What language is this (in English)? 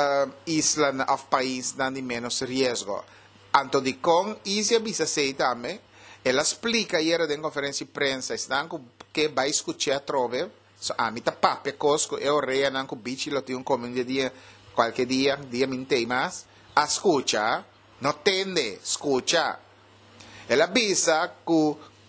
Papiamento